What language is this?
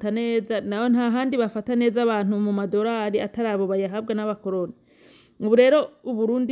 Rundi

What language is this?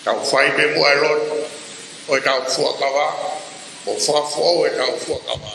Tongan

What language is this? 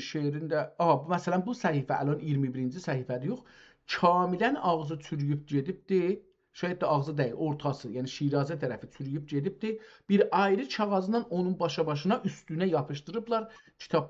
South Azerbaijani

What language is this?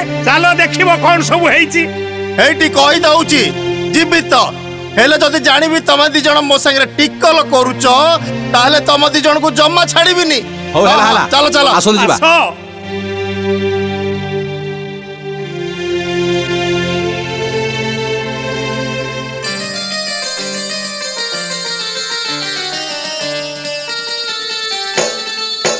Odia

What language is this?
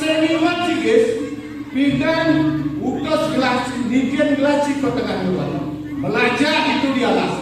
Balinese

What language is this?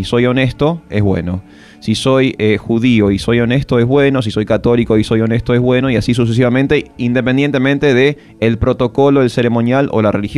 Spanish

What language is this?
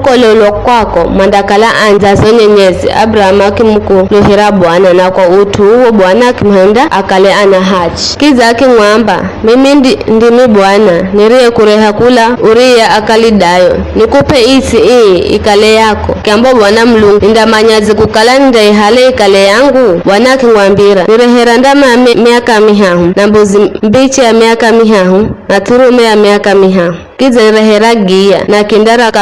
Giryama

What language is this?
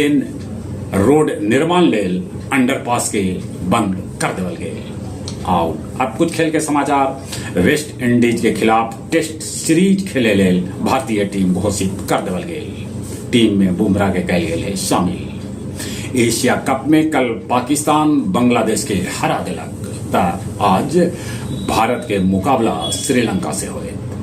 Magahi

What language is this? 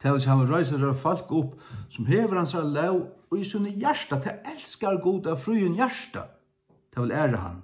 Faroese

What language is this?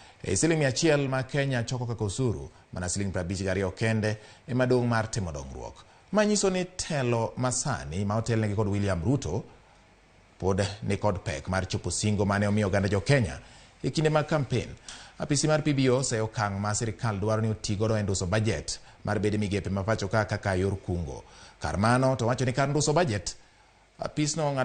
Luo (Kenya and Tanzania)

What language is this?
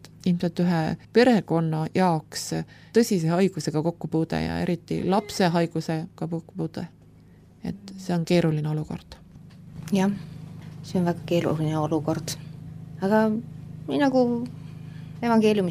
Estonian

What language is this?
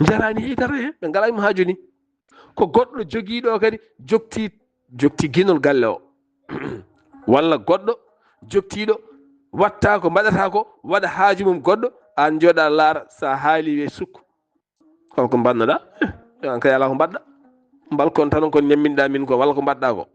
Fula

